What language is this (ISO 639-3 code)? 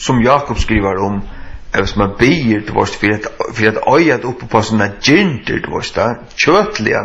fao